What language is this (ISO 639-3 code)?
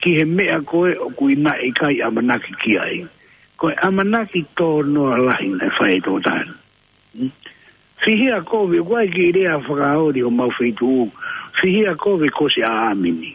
ton